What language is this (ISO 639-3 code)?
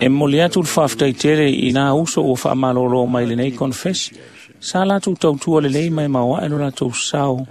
smo